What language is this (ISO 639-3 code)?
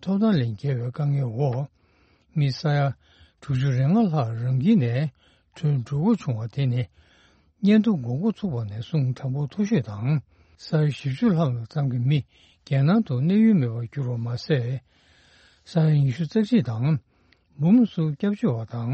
bod